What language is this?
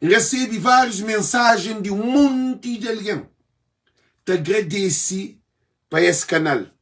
Kabuverdianu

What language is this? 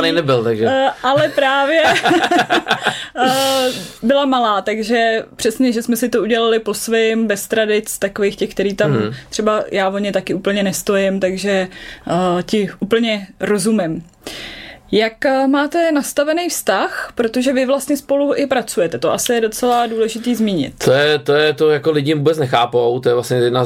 Czech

